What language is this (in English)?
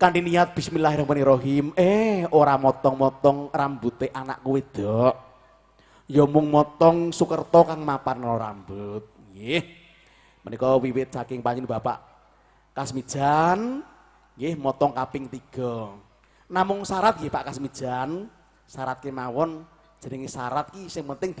Javanese